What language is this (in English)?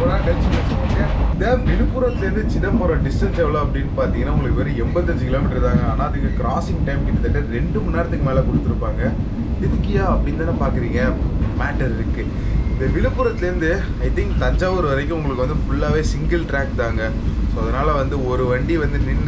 Tamil